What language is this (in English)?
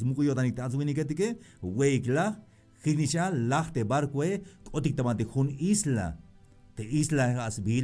Tzeltal